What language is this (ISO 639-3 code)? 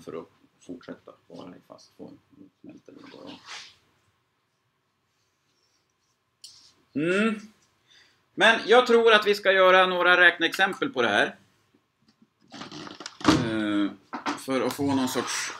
swe